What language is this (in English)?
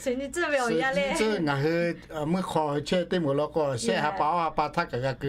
Lahu